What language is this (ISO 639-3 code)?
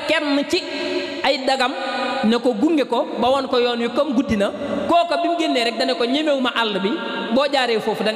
wol